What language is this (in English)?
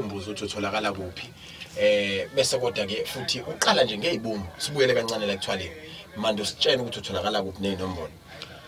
Zulu